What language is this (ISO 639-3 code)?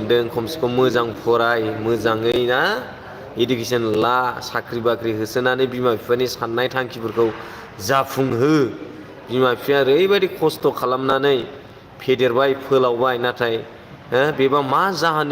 brx